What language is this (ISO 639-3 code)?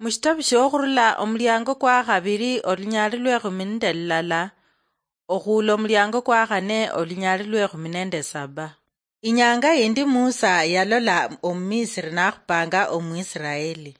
luy